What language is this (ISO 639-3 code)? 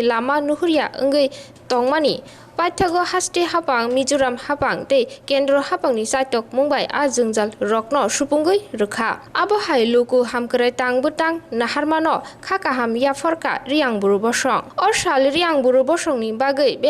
trp